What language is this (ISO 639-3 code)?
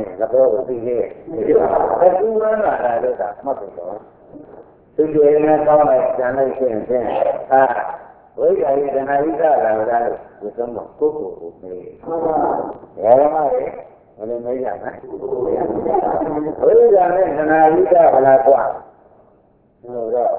mya